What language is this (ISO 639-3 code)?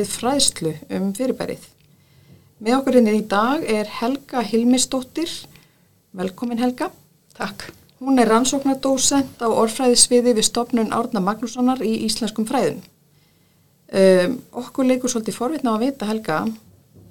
isl